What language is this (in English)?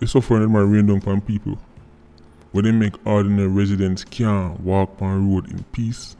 Jamaican Creole English